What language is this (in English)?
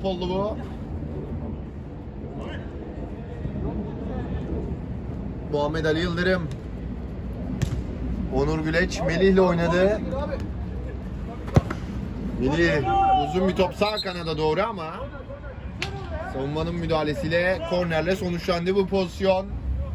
Turkish